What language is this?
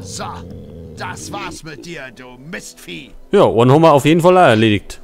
Bavarian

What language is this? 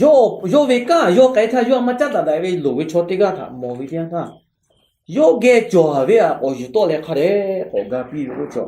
Lahu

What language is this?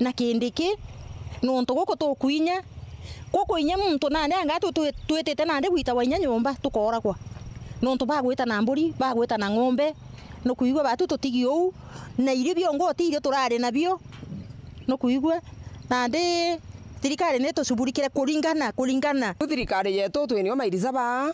Meru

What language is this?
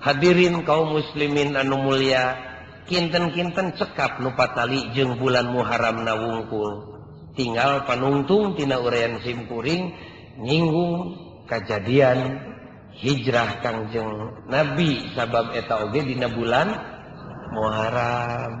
Sundanese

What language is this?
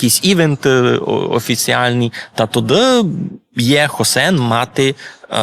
Rusyn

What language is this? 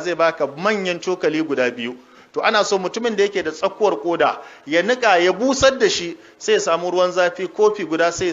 Hausa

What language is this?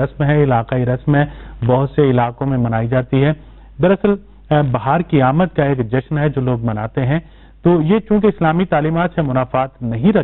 Urdu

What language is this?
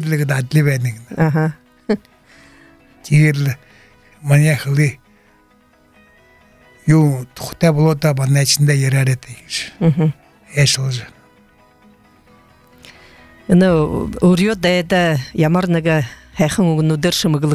Buriat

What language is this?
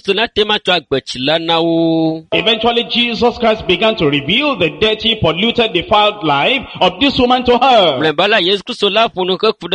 Ewe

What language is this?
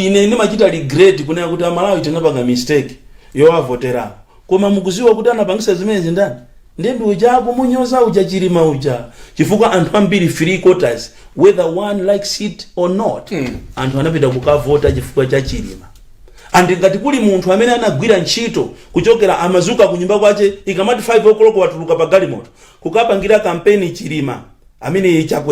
Nyanja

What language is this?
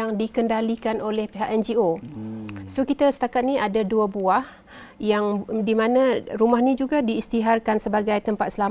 Malay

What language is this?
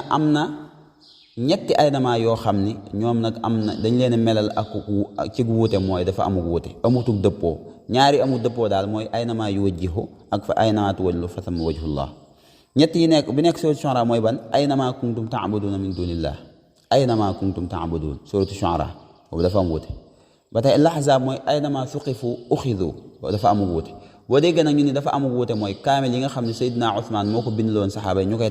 Wolof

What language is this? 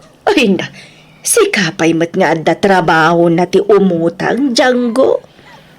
Iloko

